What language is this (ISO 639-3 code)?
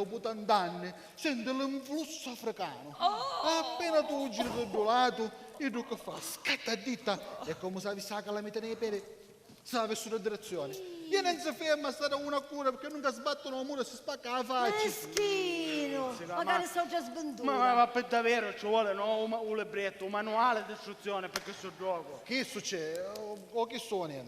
scn